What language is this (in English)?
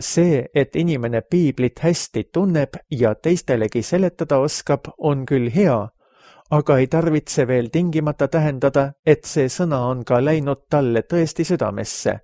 Estonian